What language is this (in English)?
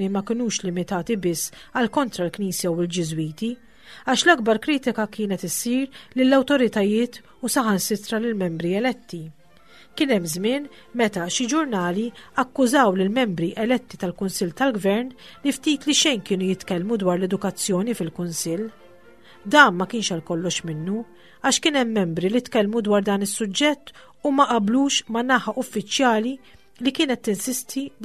Maltese